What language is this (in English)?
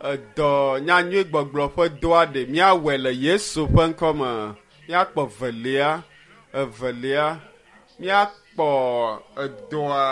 Ewe